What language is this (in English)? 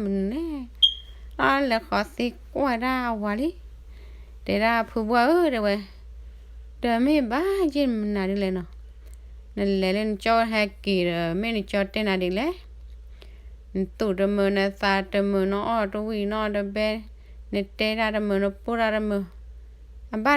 S'gaw Karen